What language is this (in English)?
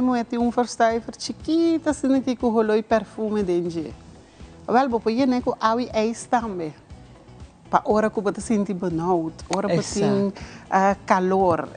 Papiamento